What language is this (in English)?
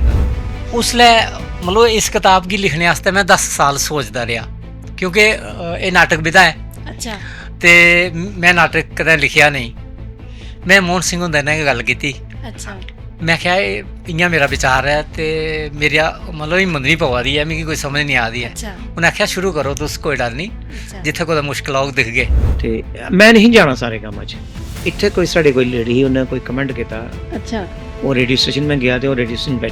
Dogri